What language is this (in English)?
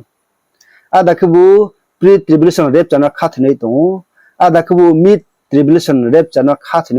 Riang (India)